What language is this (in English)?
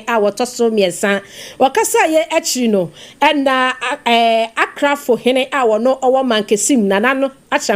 Akan